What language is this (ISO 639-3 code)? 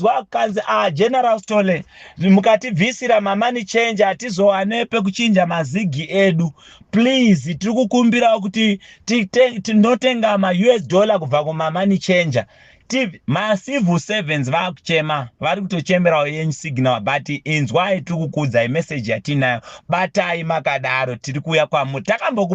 sna